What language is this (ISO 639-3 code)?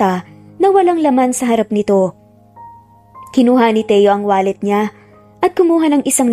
fil